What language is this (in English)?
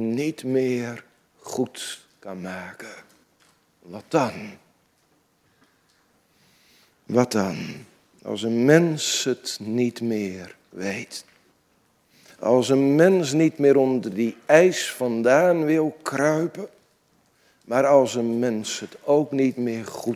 Dutch